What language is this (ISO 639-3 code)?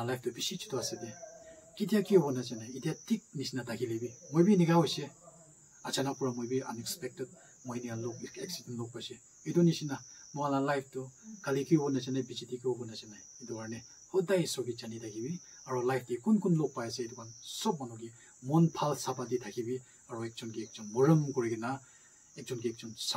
nag